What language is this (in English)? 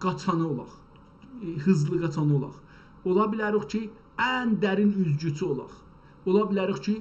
South Azerbaijani